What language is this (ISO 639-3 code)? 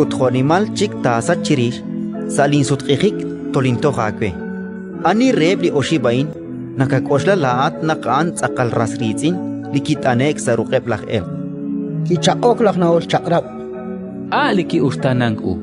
kek